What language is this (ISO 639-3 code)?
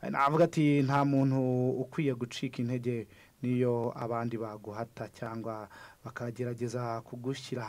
kin